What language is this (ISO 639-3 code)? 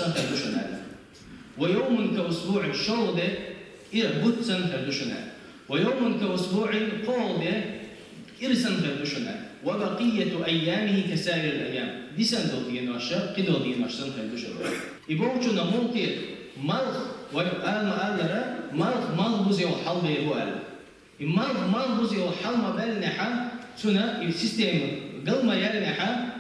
che